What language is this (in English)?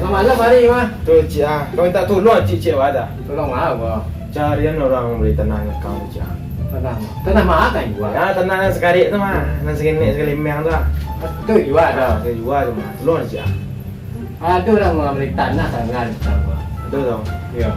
Minangkabau